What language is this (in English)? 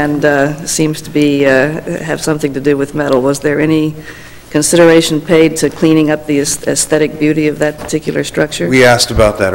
English